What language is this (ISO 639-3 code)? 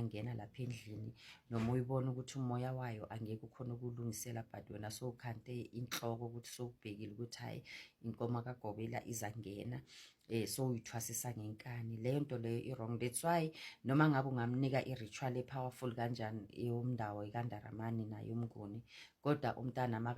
zul